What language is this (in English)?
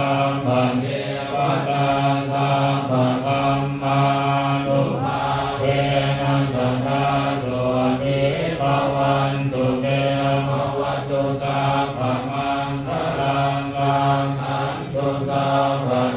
Pali